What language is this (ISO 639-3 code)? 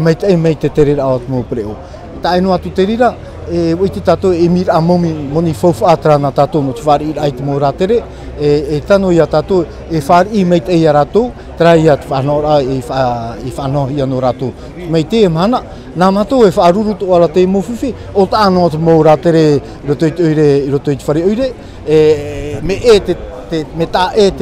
tah